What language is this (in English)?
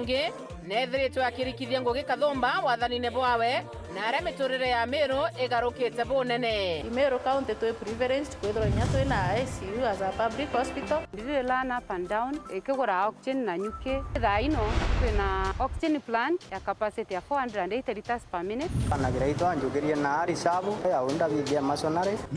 Meru